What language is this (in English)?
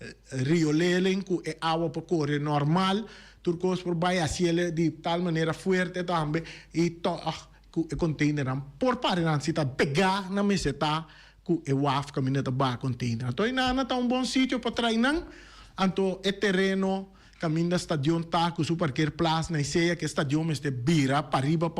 Papiamento